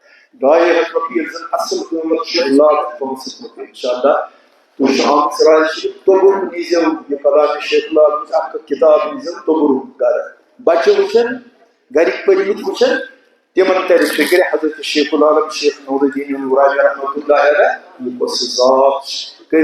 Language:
Kashmiri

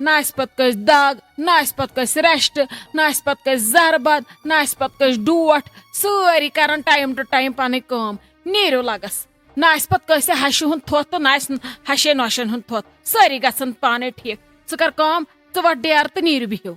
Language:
Kashmiri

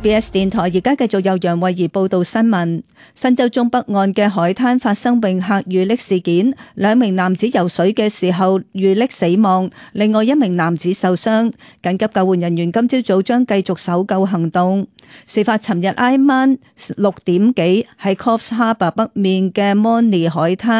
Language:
Cantonese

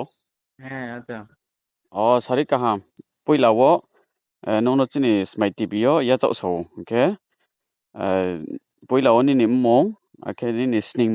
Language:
Riang (India)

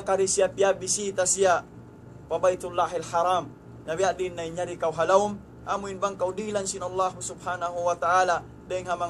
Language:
Tausug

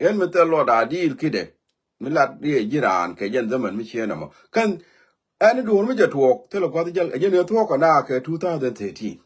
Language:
Nuer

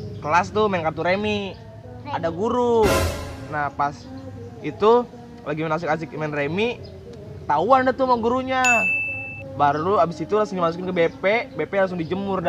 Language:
Betawi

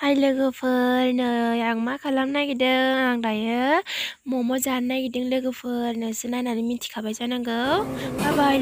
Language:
Bodo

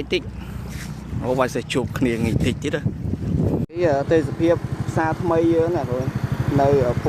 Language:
Khmer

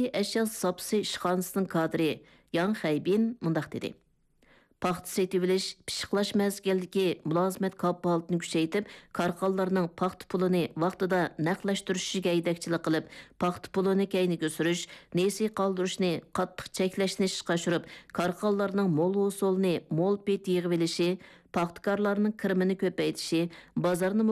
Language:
Uyghur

